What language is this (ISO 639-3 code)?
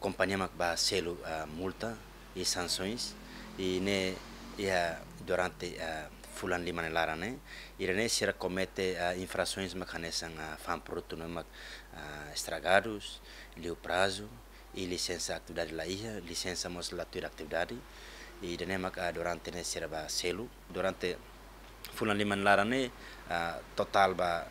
tet